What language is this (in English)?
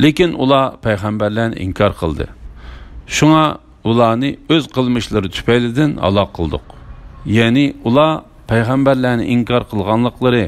Uyghur